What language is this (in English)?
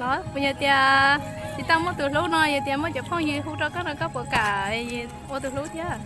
Hmong